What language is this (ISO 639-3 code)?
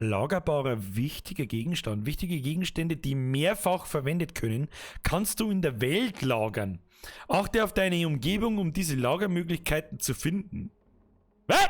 bar